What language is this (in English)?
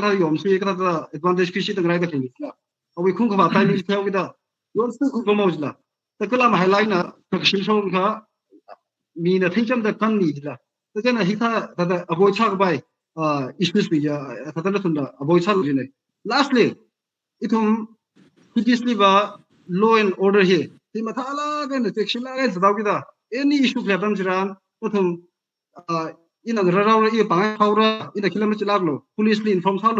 Tangkhul Naga (India)